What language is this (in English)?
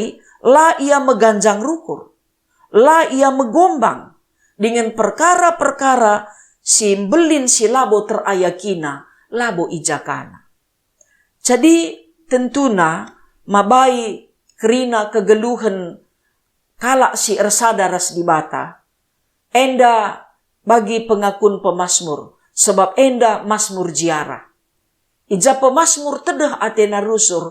Batak Karo